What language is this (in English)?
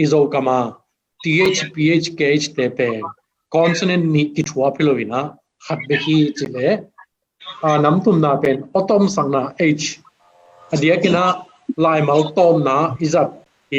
Tedim Chin